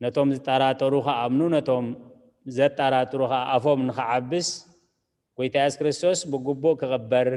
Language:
Tigrinya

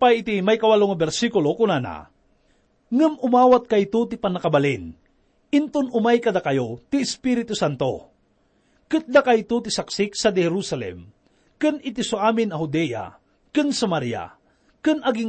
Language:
Iloko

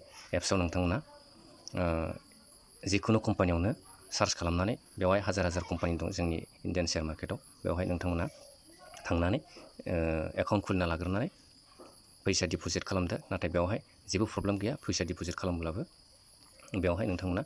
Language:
Bodo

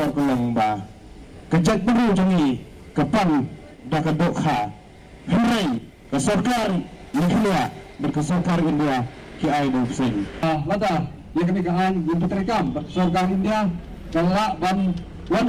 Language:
Khasi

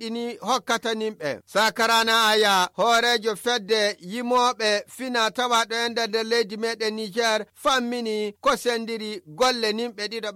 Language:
Fula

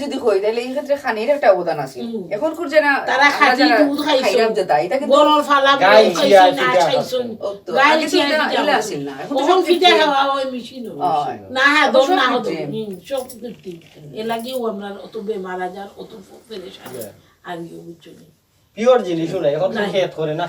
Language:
Sylheti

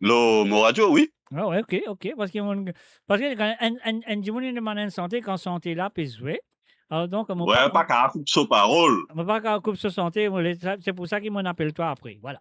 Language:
Morisyen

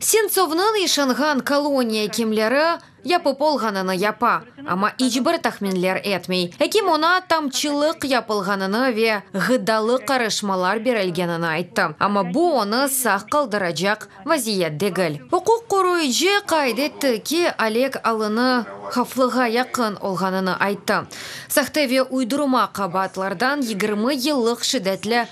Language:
Crimean Tatar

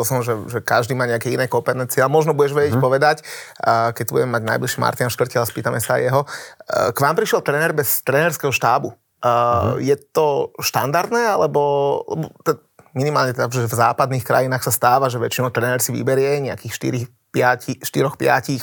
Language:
Slovak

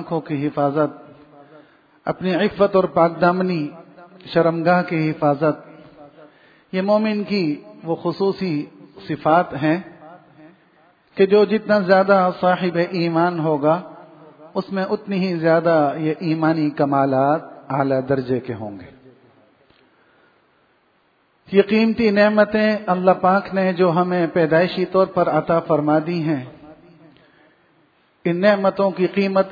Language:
Urdu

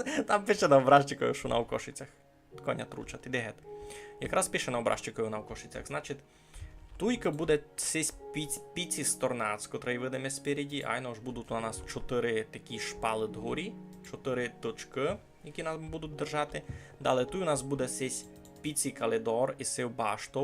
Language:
Rusyn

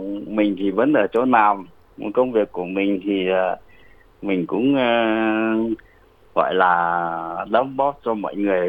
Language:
Vietnamese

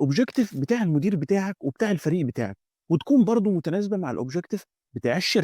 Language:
Egyptian Arabic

